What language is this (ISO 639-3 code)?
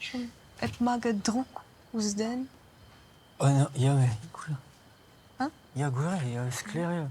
bre